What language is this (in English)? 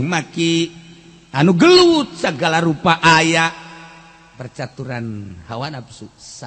Sundanese